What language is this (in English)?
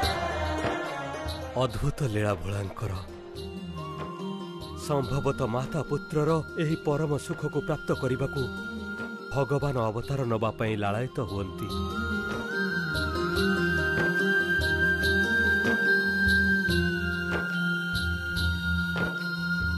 Odia